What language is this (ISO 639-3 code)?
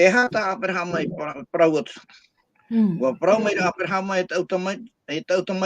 tah